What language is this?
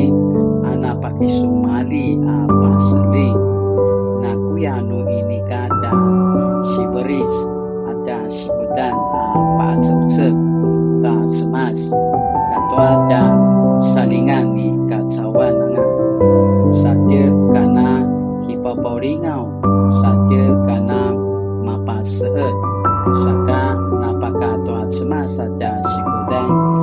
Paiwan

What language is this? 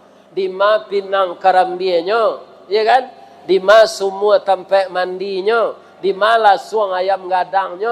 Minangkabau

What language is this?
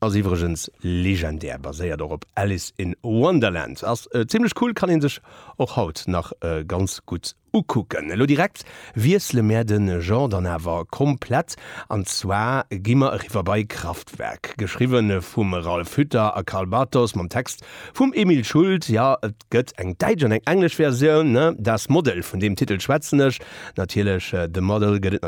Luxembourgish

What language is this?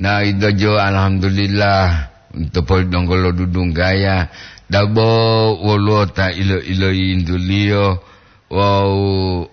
Gorontalo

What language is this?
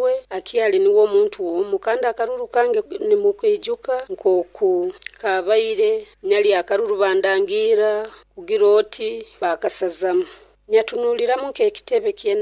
Nyoro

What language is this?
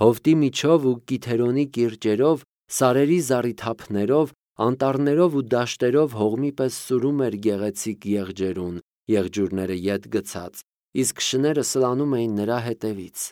Armenian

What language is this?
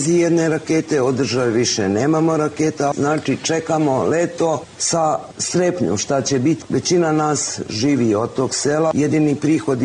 Serbian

